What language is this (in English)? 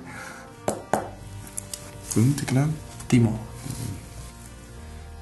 Dutch